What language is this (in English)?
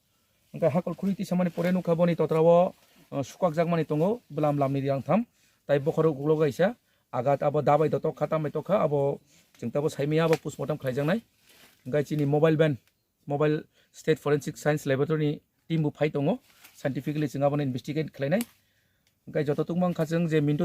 Kok Borok